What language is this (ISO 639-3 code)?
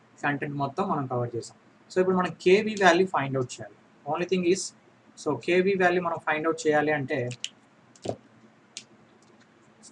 tel